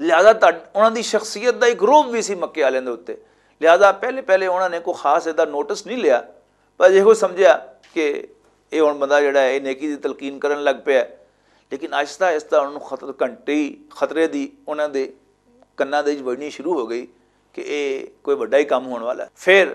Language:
Western Panjabi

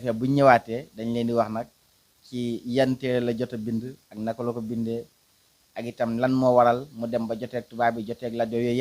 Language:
Wolof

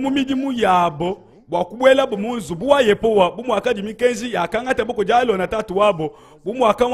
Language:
Luba-Lulua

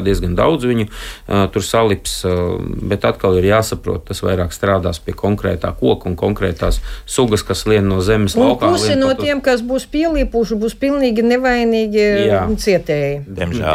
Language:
Latvian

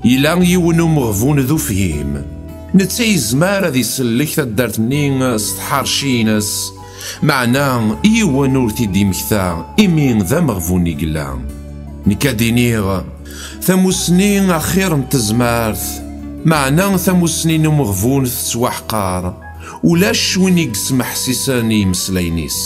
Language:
Kabyle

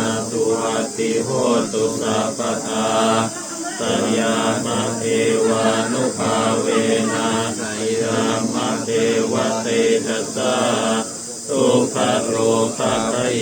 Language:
Pali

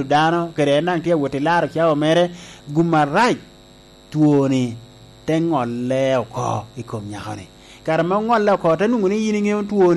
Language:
Lango (Uganda)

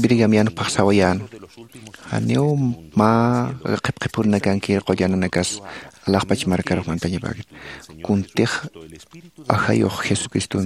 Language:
Aymara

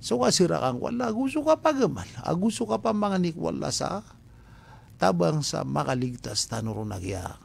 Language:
Maranao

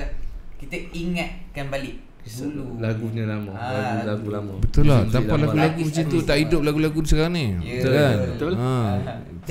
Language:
Malay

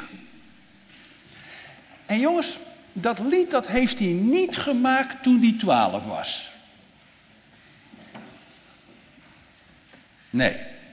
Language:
Dutch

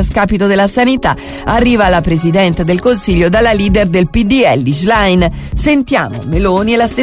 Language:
Italian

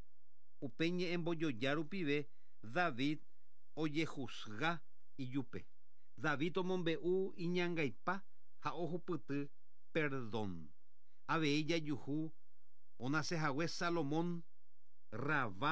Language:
Guarani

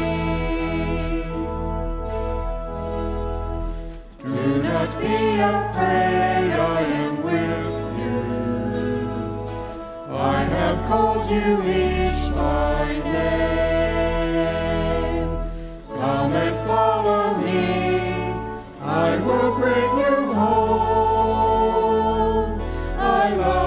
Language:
English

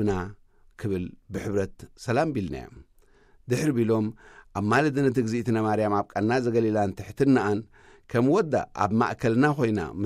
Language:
Tigrinya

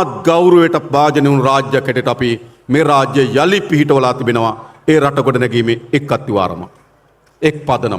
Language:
Sinhala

